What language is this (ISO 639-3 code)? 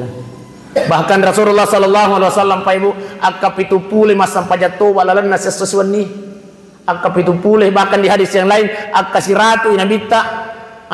bug